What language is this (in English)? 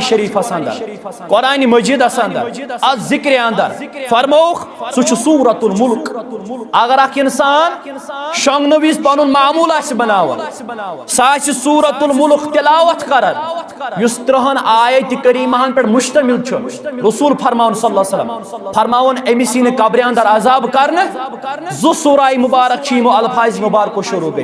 Kashmiri